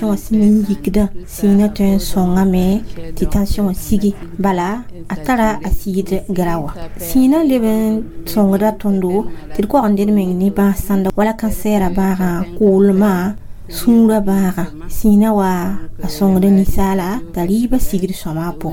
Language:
Mossi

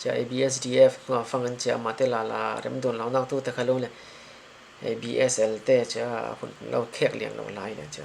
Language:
Falam Chin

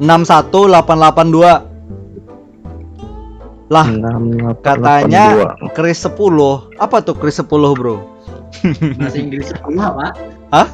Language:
Banjar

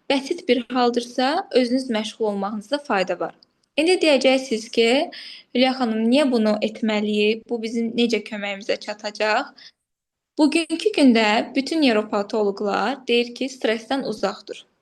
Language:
Azerbaijani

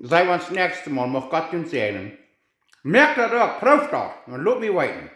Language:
Plautdietsch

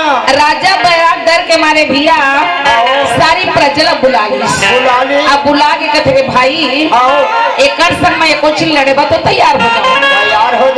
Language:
Chhattisgarhi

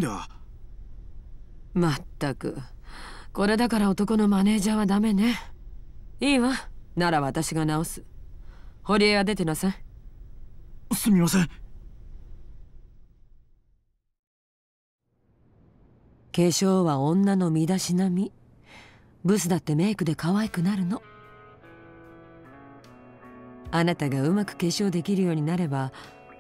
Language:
Japanese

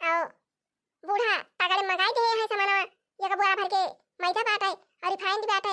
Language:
Awadhi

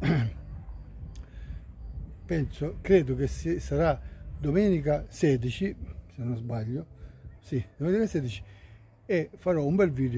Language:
Italian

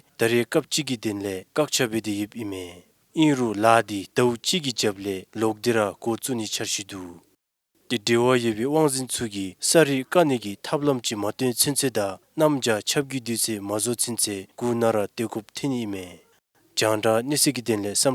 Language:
Dzongkha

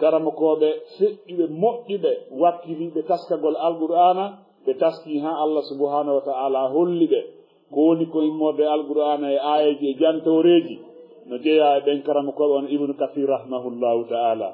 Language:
Fula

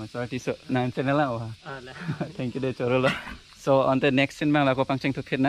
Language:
Karbi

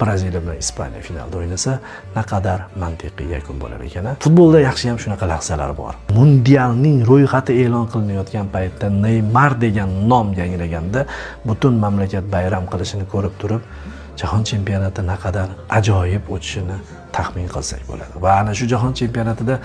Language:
Uzbek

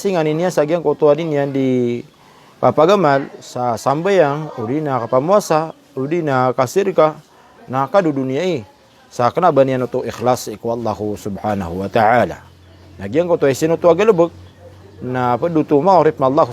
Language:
Maranao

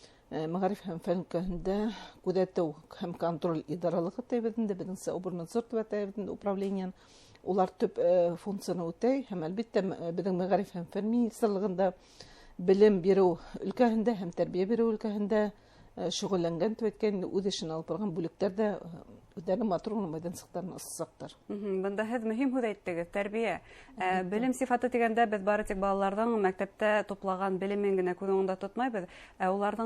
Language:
Bashkir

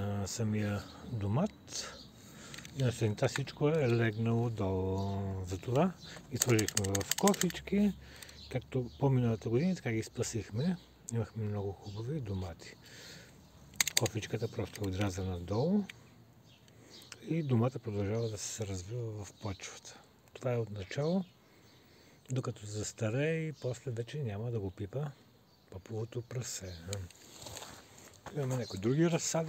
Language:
Bulgarian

